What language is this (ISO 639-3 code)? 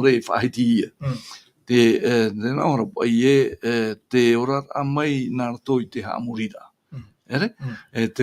tah